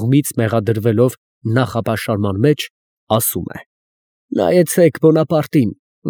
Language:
Armenian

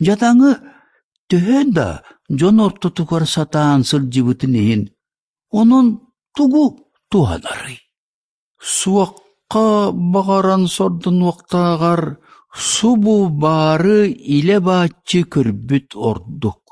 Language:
Yakut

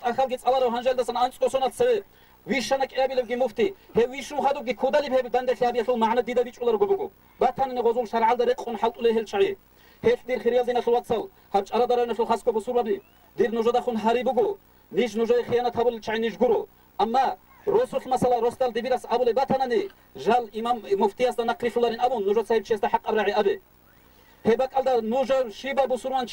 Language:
Avaric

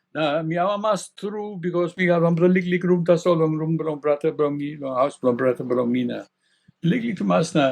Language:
Tok Pisin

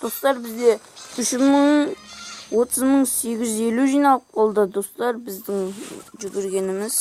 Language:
Kazakh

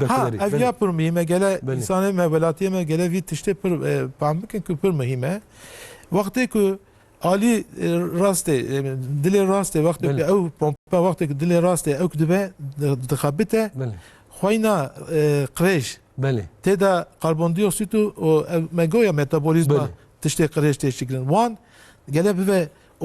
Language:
Kurdish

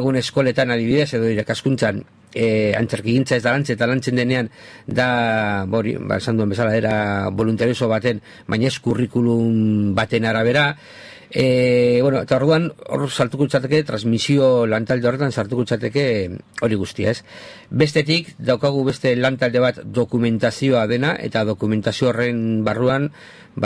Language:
Basque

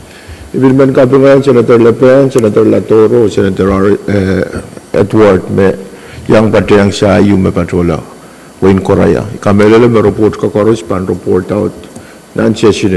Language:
Pohnpeian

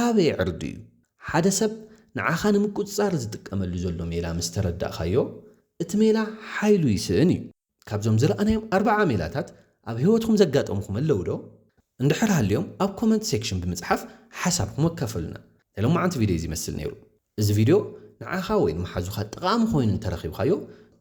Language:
Tigrinya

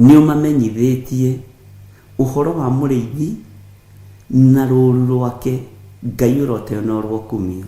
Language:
Kikuyu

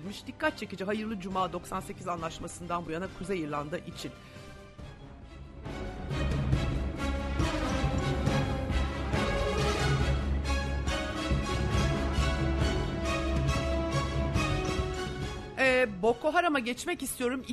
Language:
Turkish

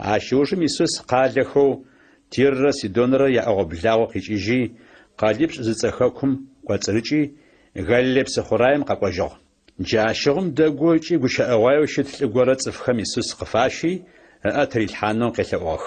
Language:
Adyghe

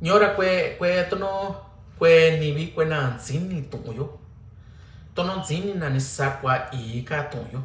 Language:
Mixtepec Mixtec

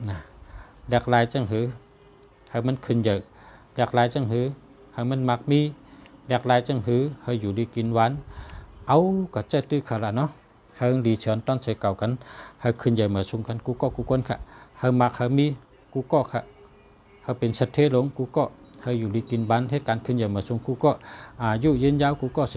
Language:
Shan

